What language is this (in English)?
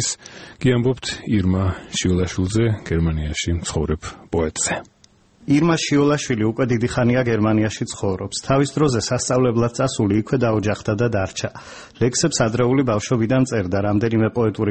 Georgian